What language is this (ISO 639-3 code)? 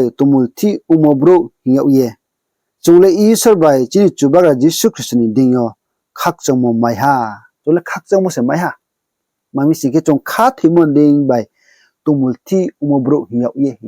ria